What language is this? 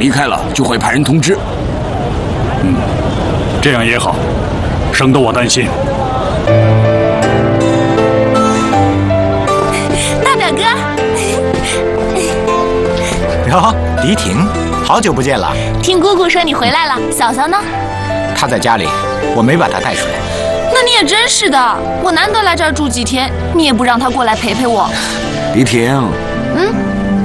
Chinese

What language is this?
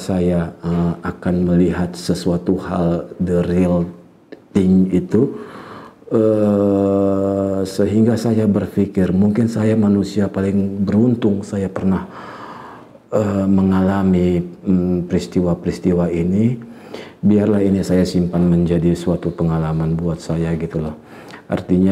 Indonesian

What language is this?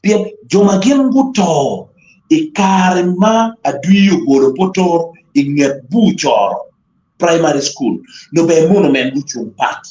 Acoli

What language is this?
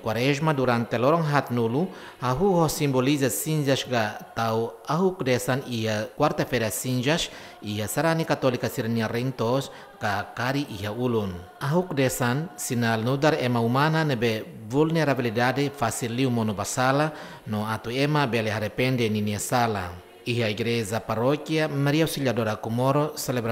Tetum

